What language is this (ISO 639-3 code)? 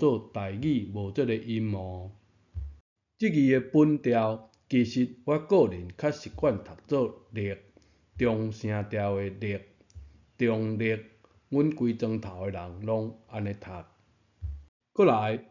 nan